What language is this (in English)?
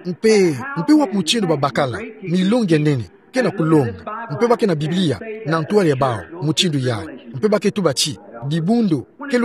Kituba (Democratic Republic of Congo)